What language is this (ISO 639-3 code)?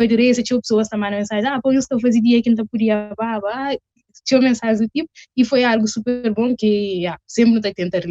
kea